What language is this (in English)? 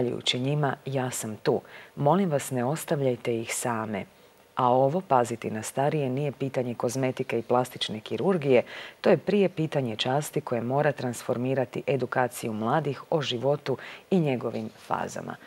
Croatian